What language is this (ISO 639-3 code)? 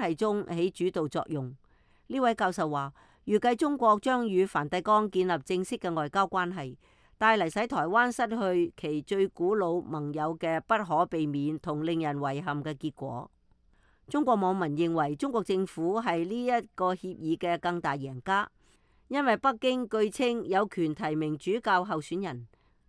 yue